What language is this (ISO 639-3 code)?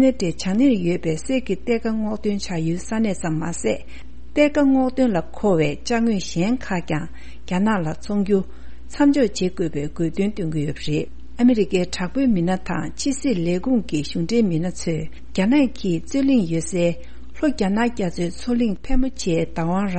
bod